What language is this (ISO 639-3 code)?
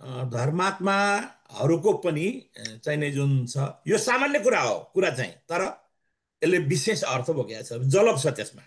nep